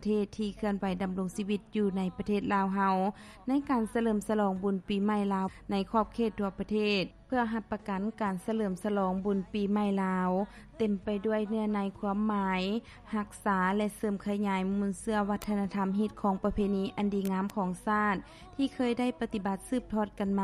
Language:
Lao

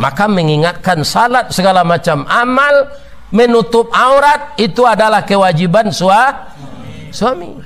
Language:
Minangkabau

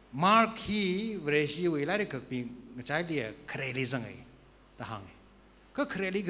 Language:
Tangkhul Naga (India)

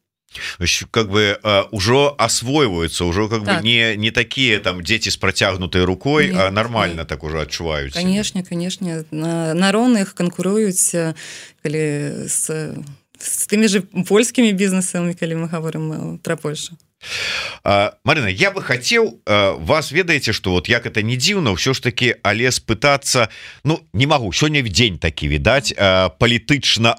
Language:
Belarusian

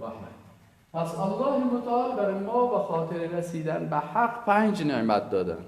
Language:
Persian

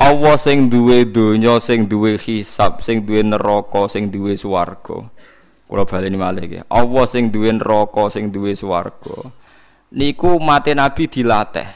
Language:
Javanese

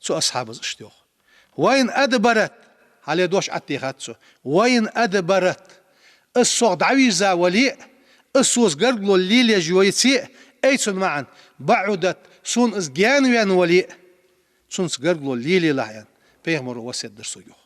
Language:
Ingush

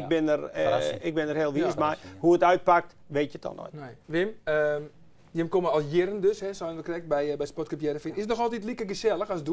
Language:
Western Frisian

